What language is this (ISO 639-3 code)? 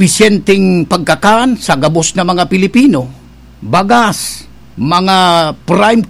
bik